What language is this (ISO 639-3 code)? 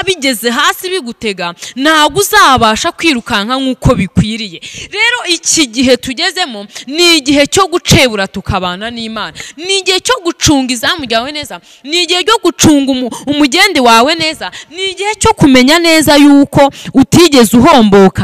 kin